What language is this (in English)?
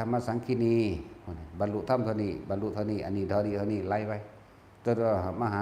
Northeastern Thai